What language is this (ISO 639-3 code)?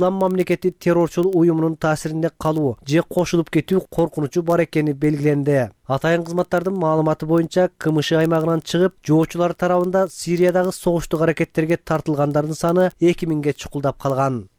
kir